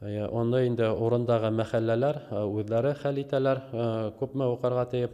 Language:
Bashkir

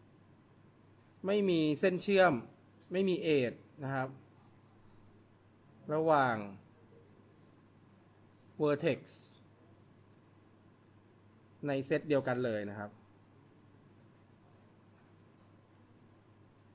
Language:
Thai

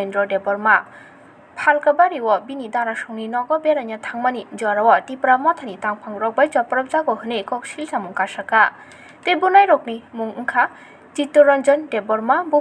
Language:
Kok Borok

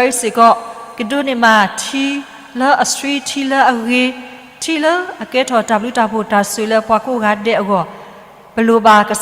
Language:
S'gaw Karen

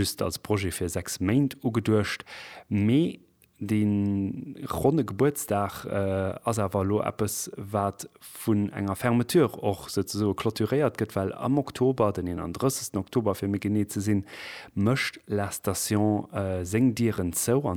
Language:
Luxembourgish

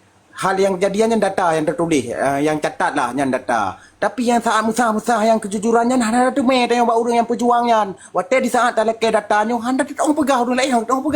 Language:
Achinese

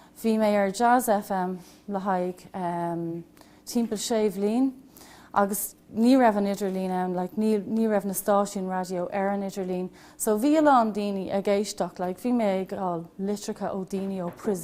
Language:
Irish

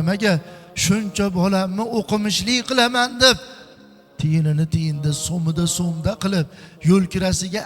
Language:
Uzbek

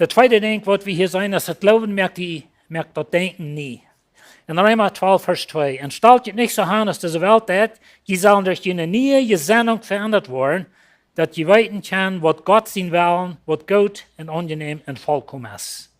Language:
Plautdietsch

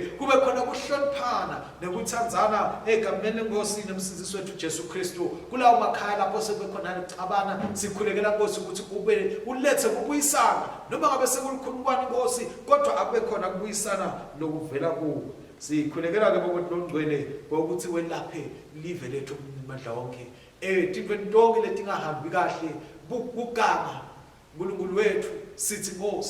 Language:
Swati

